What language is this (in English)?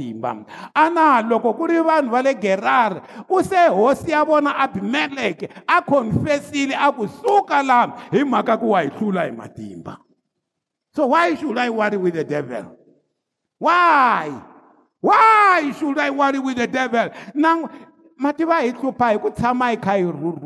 Tsonga